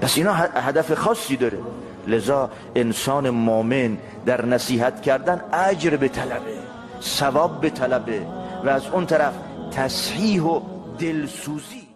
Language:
Tajik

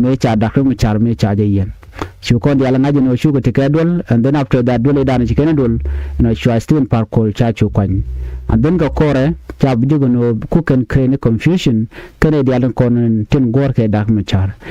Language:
Nuer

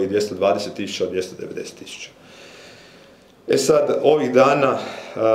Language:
Croatian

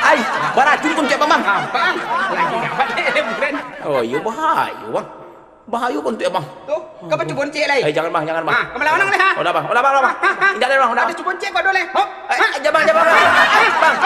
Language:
Minangkabau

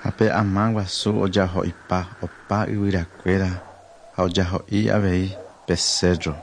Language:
Guarani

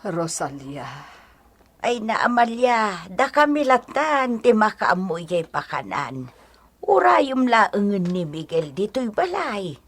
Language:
Iloko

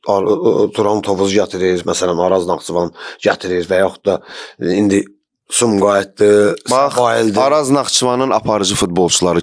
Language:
Azerbaijani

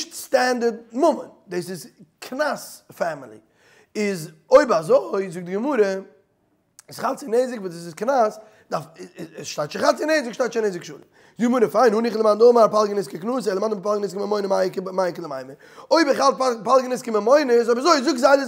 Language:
Yiddish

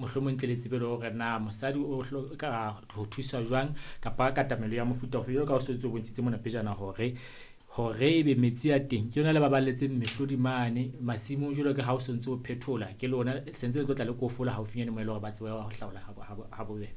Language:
Southern Sotho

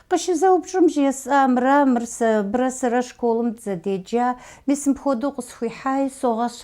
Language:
Kabardian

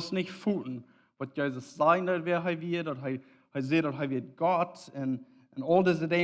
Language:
Plautdietsch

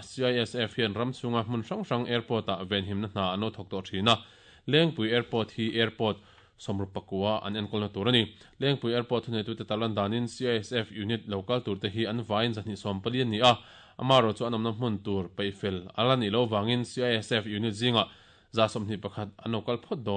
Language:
Mizo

